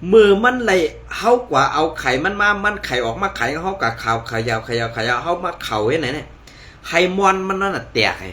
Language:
Shan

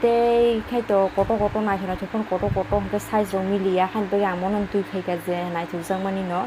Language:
Kok Borok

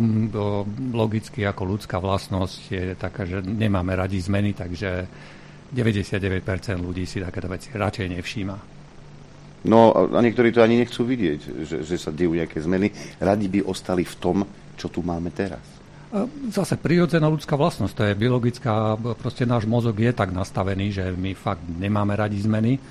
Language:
Slovak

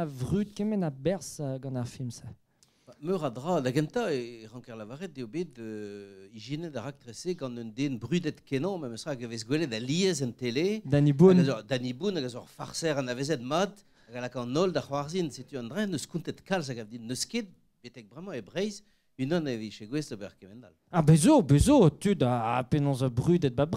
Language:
Breton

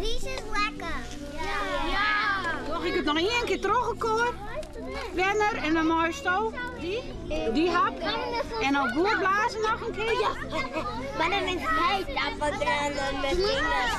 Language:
Western Frisian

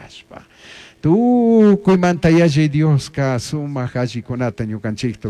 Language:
Chimborazo Highland Quichua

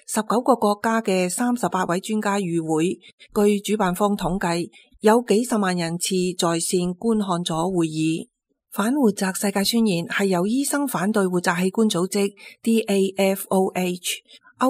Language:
Cantonese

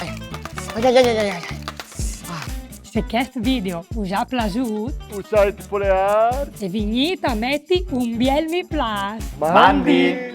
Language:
Friulian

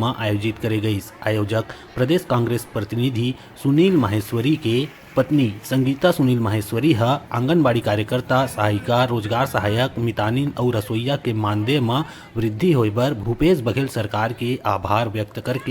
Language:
Chhattisgarhi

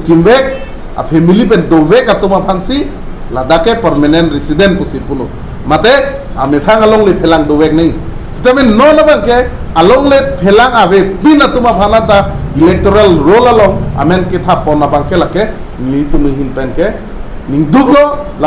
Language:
Karbi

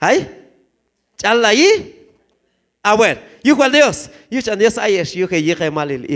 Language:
Q'anjob'al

